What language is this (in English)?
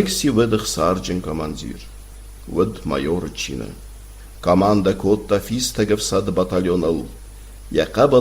Ossetic